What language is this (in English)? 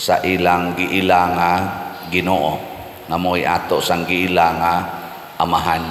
Cebuano